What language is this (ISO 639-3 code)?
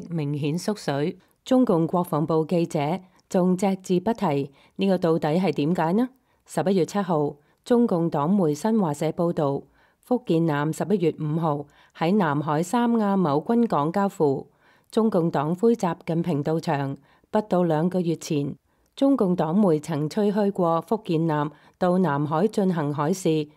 yue